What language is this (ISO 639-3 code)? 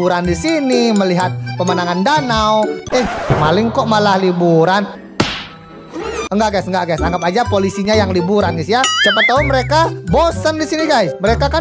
ind